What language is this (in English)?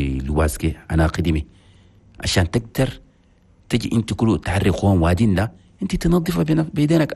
Chadian Arabic